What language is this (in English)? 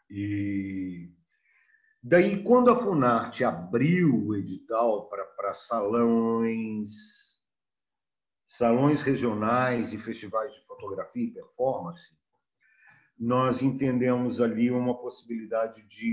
Portuguese